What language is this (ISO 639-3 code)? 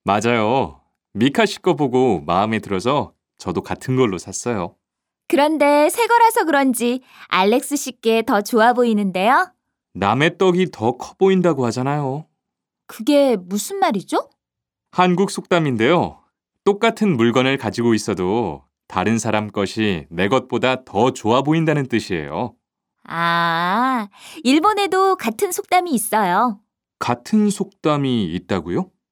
kor